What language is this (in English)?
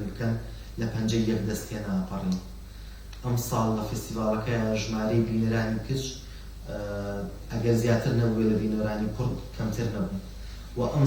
Central Kurdish